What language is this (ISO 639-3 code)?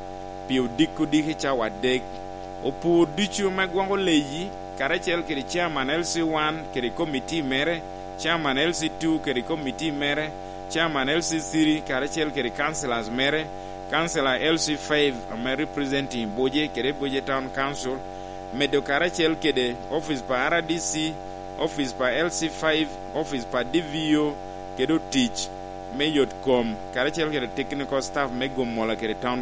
laj